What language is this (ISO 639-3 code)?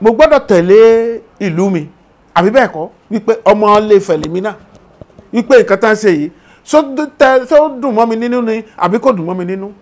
yor